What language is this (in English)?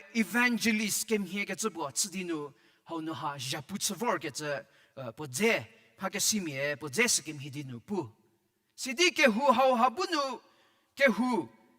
Angami Naga